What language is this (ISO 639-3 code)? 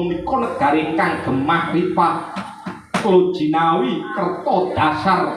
jav